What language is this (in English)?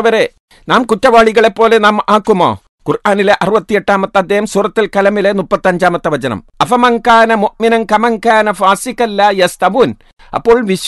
Malayalam